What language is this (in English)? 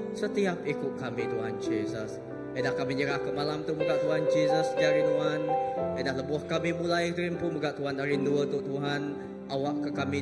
Iban